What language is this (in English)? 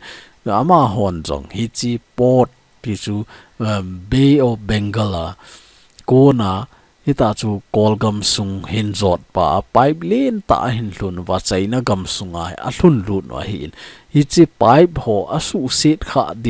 Thado Chin